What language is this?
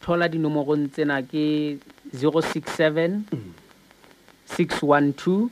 Southern Sotho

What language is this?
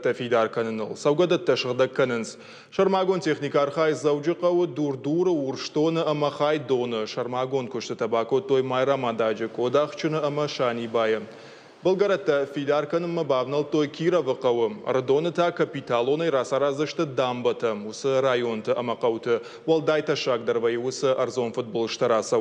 Ossetic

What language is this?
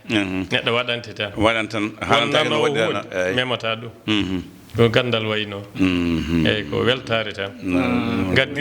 Fula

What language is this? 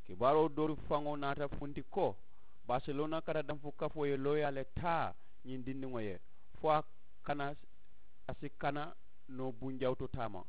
Mandingo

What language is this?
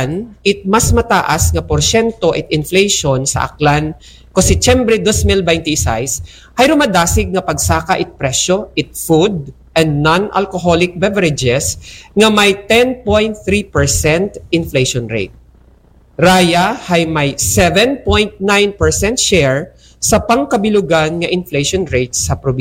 Aklanon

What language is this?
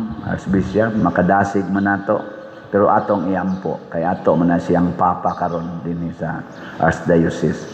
Cebuano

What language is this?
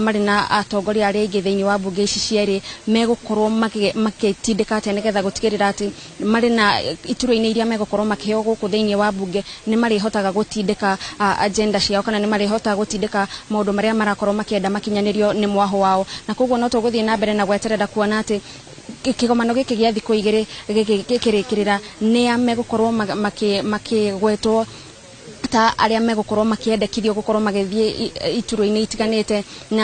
Kikuyu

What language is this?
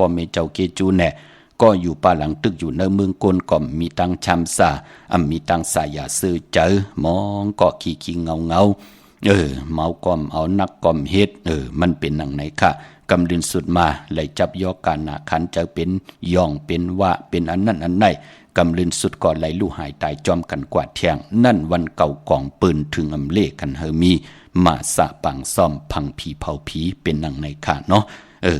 Shan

